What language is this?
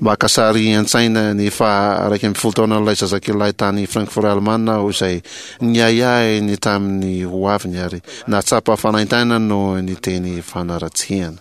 Malagasy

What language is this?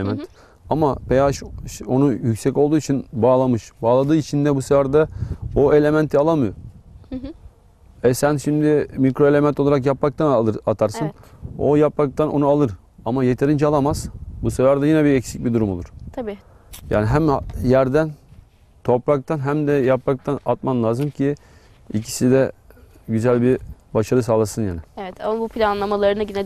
Turkish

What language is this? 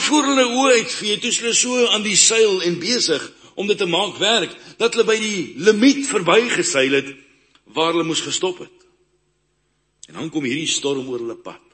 Afrikaans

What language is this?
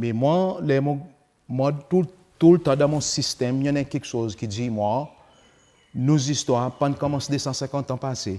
Seselwa Creole French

